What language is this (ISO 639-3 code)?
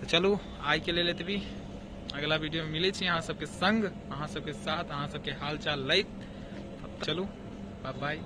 mai